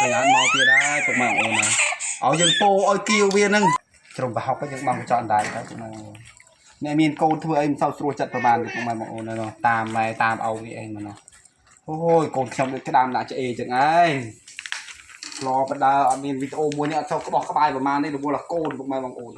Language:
Khmer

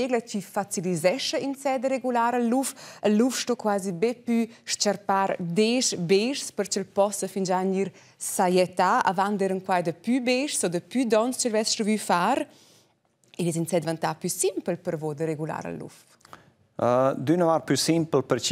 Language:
Romansh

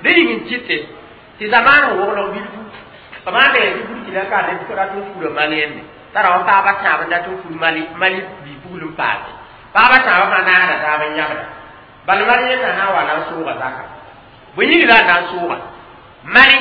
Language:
Mossi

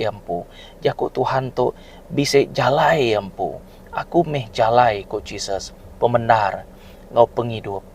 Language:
Iban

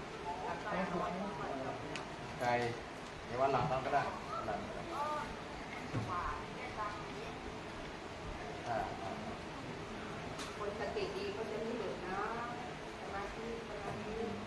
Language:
Thai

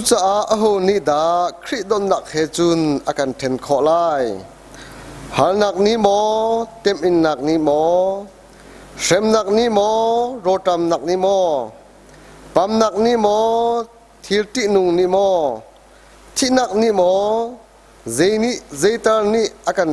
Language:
Hakha Chin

